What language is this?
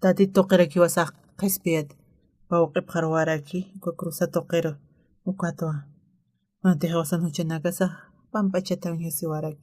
Aymara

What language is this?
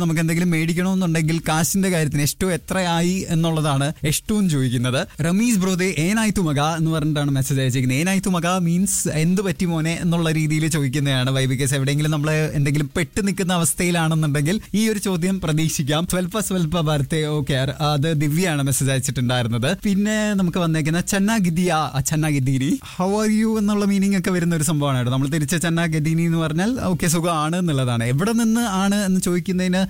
Malayalam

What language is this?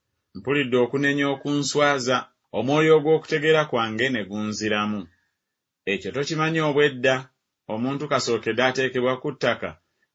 Ganda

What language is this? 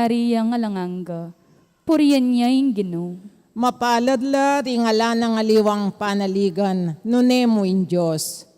Pampanga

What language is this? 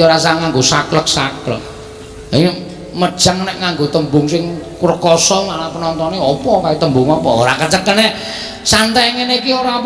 Javanese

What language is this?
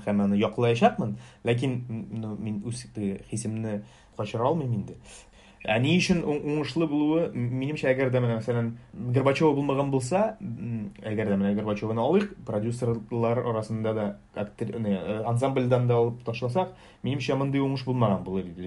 Tatar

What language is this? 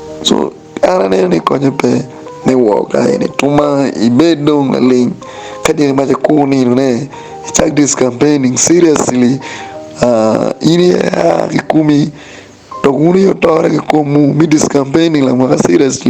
Acoli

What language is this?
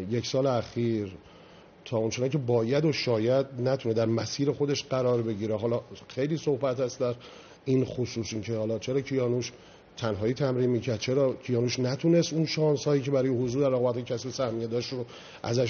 Persian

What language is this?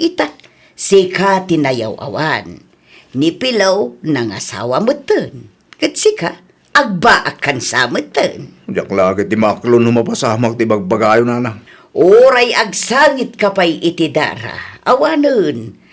Iloko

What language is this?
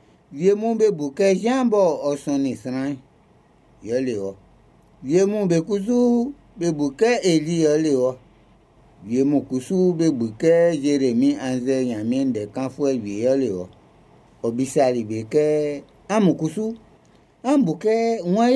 Baoulé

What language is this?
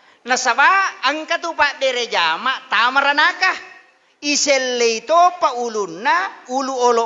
Buginese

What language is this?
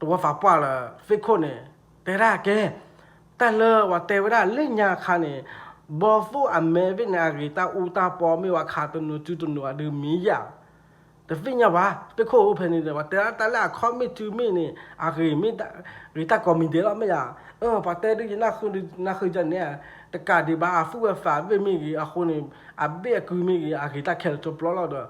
S'gaw Karen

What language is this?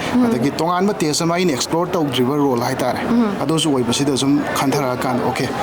Manipuri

